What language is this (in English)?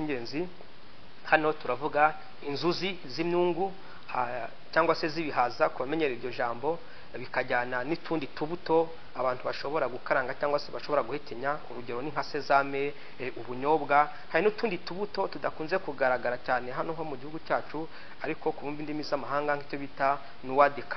Kinyarwanda